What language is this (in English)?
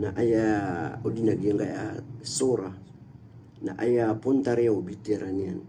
Maranao